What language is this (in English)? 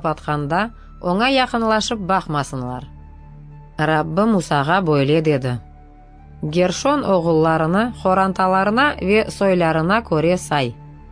Crimean Tatar